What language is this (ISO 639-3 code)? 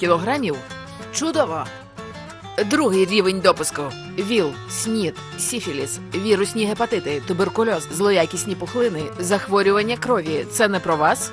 ukr